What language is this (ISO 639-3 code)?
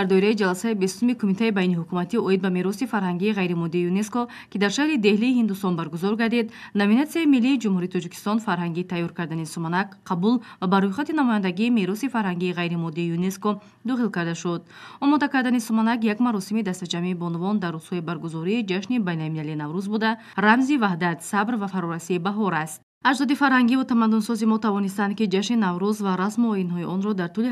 tgk